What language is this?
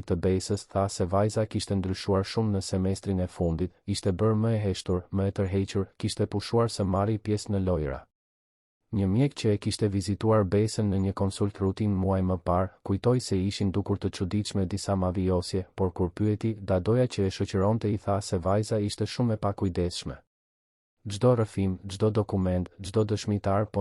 Albanian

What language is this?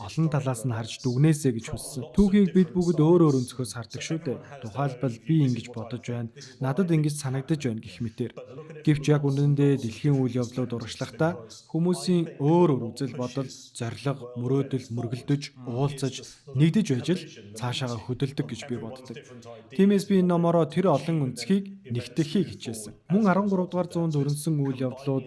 Mongolian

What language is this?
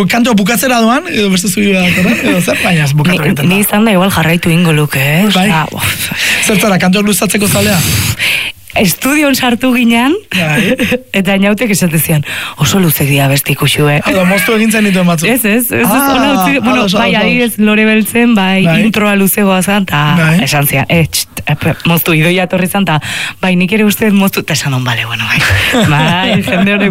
Basque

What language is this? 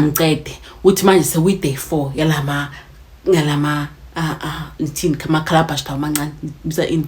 Zulu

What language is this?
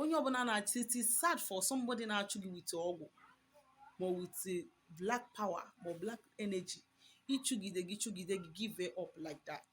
Igbo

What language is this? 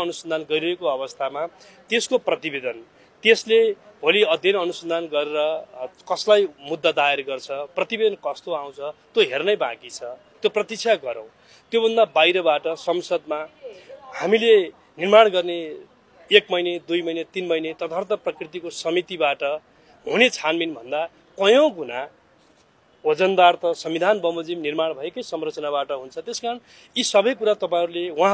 Nepali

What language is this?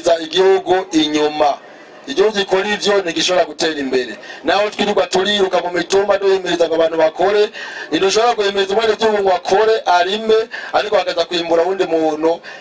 Rundi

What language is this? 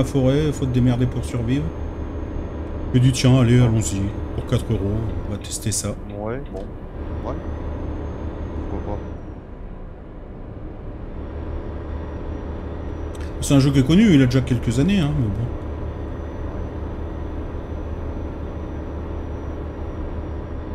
French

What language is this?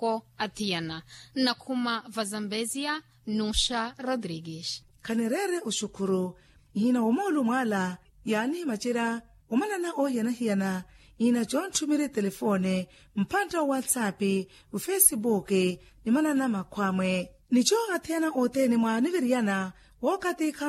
Makhuwa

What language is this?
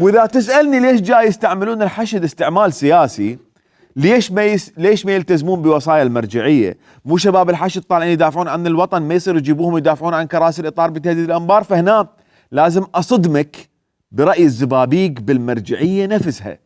Mesopotamian Arabic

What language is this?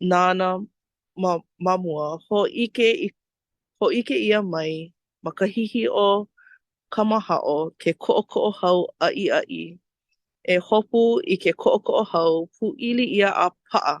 Hawaiian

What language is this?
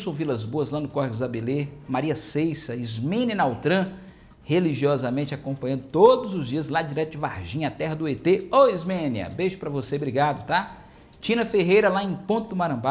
Portuguese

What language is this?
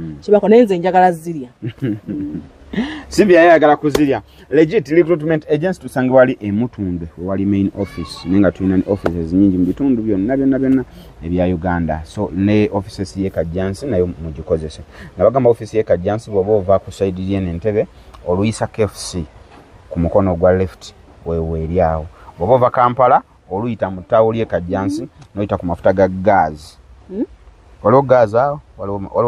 Ganda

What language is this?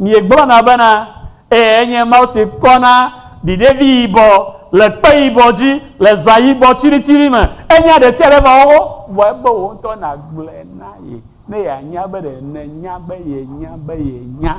Ewe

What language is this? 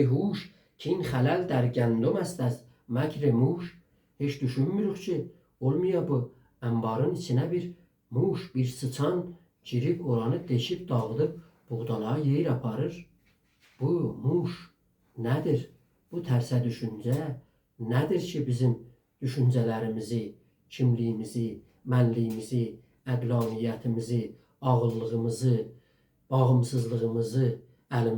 South Azerbaijani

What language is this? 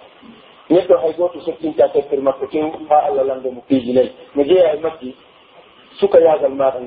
Pular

